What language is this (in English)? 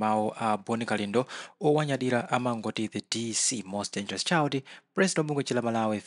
Nyanja